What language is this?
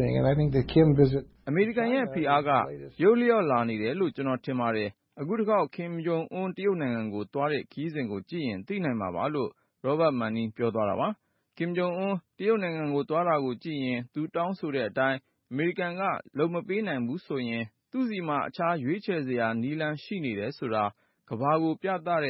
Burmese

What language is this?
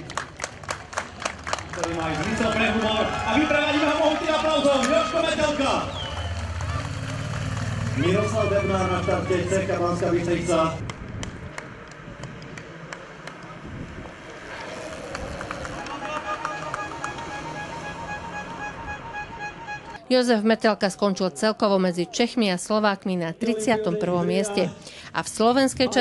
Slovak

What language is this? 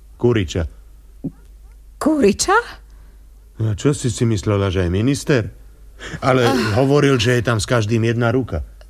Slovak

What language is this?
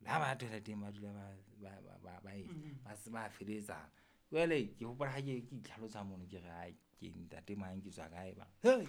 Southern Sotho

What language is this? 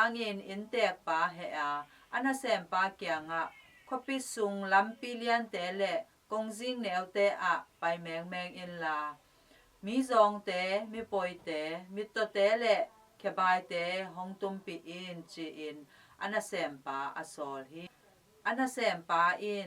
Tedim Chin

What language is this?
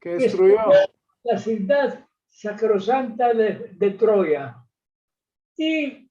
Ladino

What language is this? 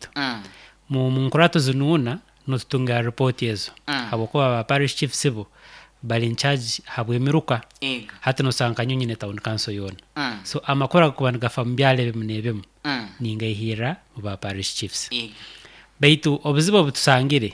Nyoro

